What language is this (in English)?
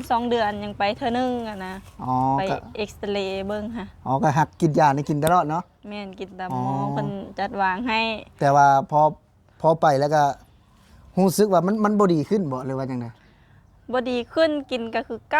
Lao